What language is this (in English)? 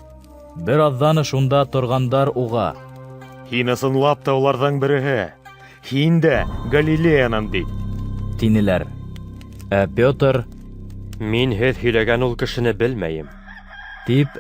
Bashkir